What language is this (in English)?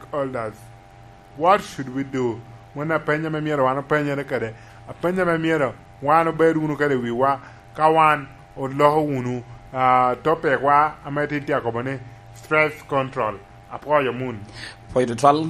Lango (Uganda)